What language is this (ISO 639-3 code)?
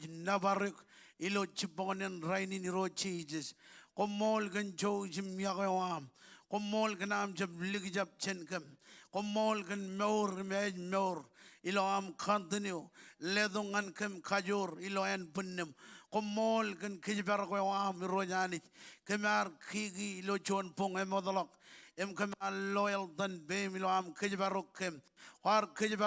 mah